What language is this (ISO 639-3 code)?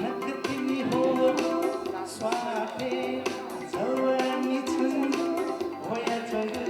new